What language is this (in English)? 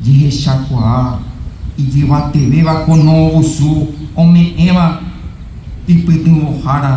Guarani